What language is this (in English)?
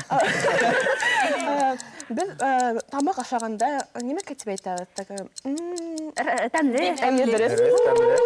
Bashkir